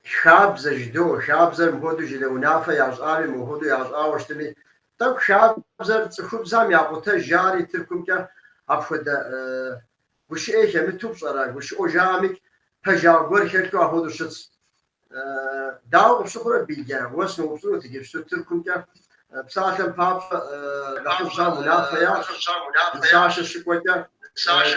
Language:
Kabardian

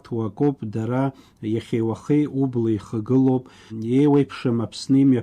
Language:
Abkhazian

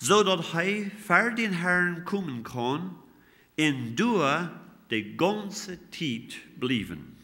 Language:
Plautdietsch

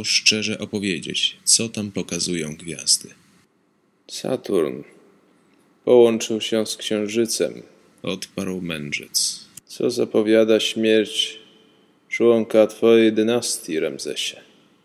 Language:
Polish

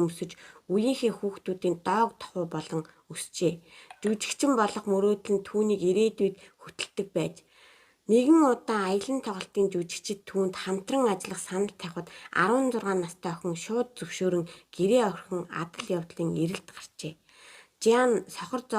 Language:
Mongolian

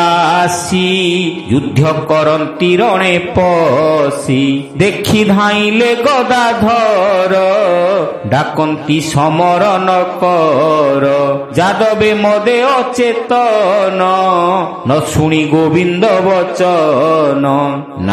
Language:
Odia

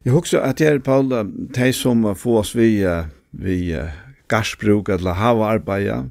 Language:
Faroese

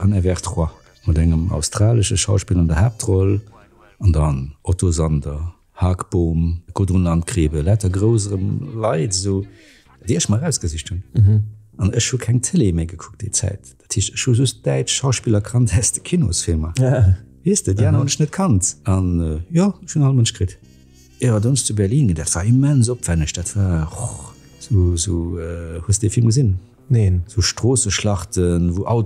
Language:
Luxembourgish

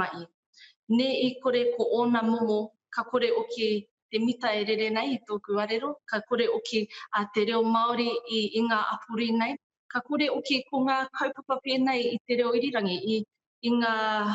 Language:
Māori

